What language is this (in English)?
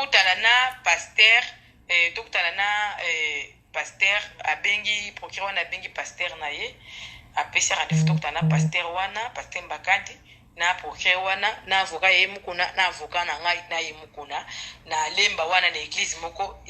Lingala